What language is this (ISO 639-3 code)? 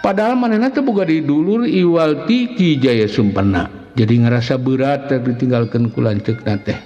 sun